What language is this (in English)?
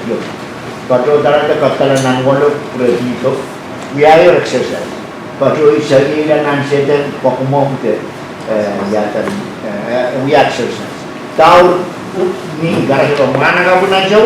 Pohnpeian